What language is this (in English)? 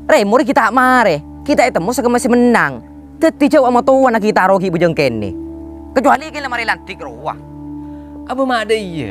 Madurese